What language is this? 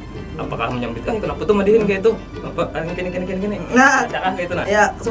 Banjar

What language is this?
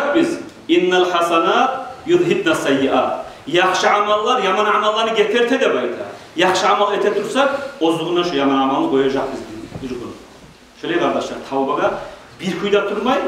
Kumyk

